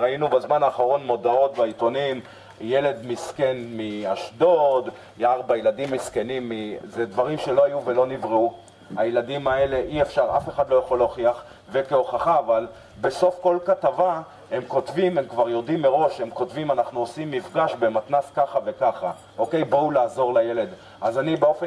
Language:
Hebrew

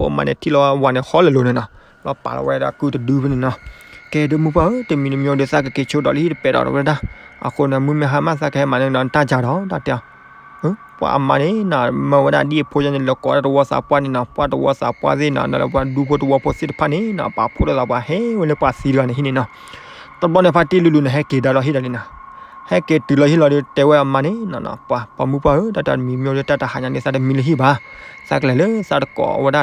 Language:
S'gaw Karen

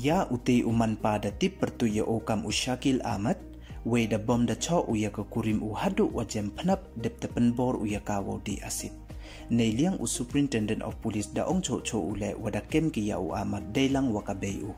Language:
Pnar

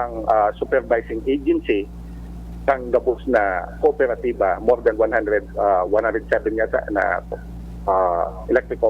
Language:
Bikol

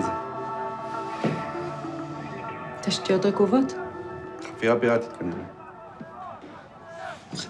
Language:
Hebrew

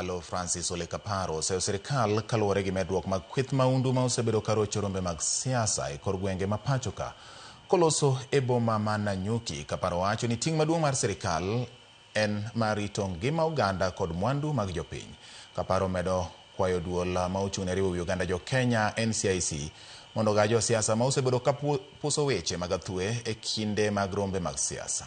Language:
Luo (Kenya and Tanzania)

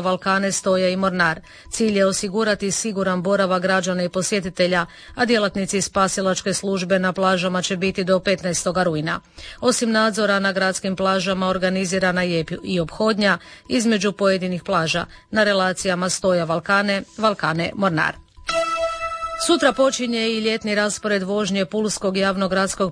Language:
Croatian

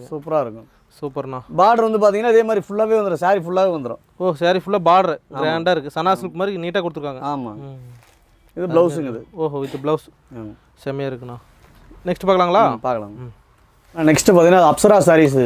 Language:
Tamil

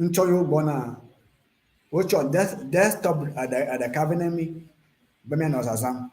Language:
Ewe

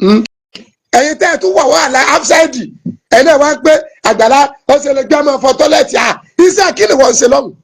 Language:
Yoruba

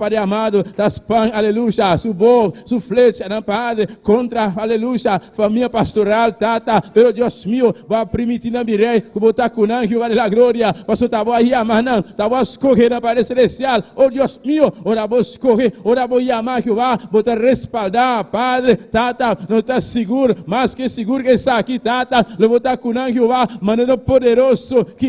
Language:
Papiamento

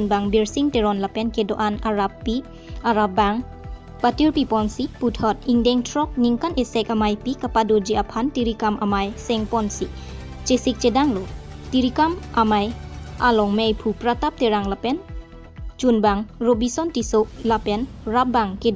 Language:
Karbi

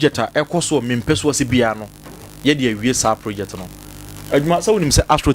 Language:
Akan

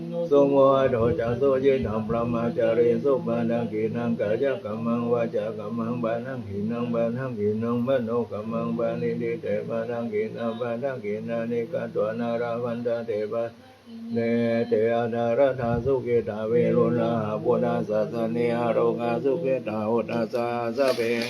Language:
Pali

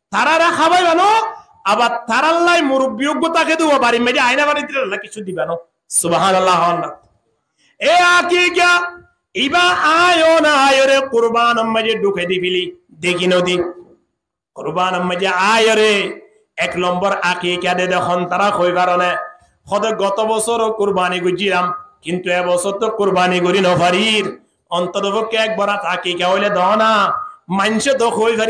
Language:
Rohingya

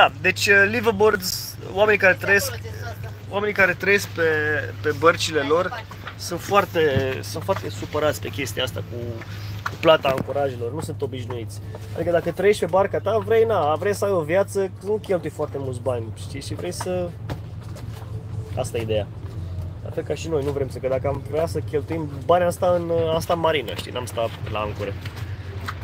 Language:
Romanian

